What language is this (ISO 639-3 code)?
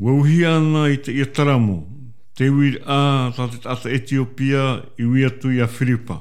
tah